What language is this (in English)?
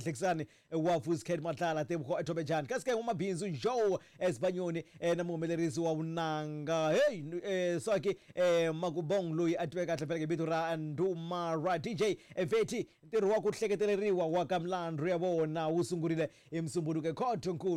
Tsonga